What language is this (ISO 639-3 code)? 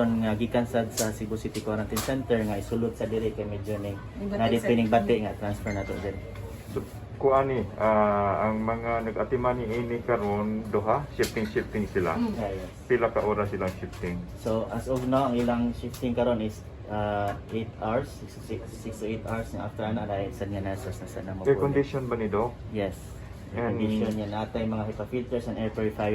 ceb